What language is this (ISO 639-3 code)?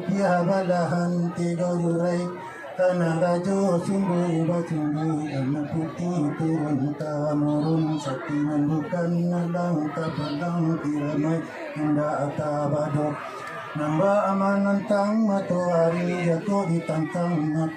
min